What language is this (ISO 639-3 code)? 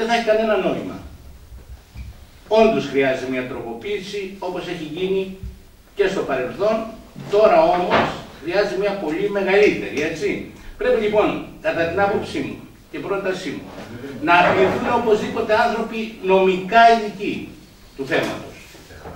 ell